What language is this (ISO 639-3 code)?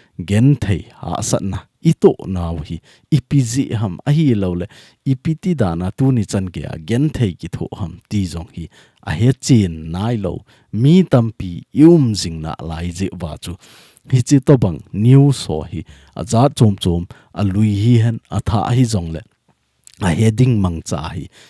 tcz